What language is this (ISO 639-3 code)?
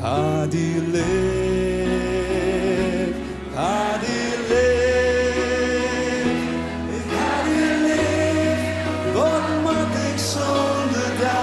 fry